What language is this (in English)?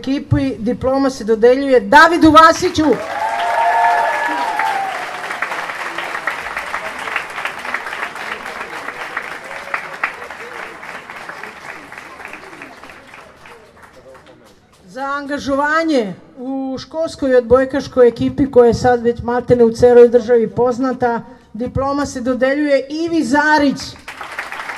Serbian